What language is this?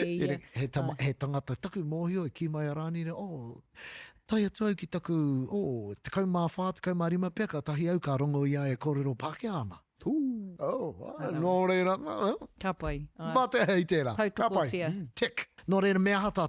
Māori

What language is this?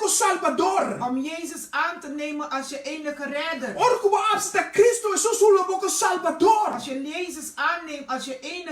Papiamento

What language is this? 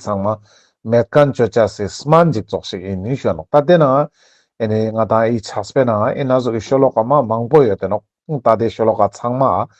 Ladakhi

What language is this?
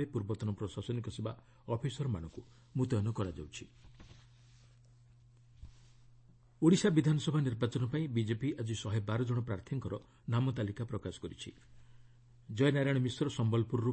Odia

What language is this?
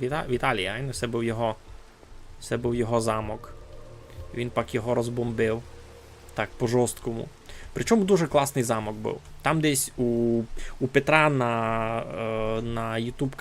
Rusyn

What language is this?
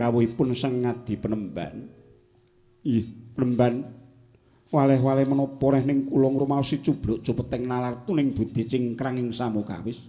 Javanese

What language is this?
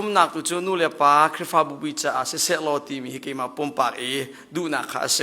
Hakha Chin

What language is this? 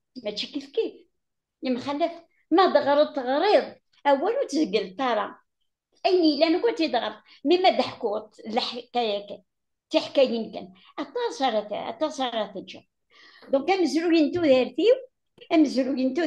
Kabyle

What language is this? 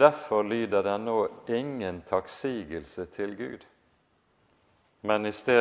Norwegian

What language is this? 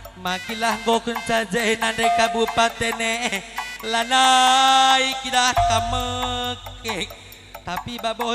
Batak Karo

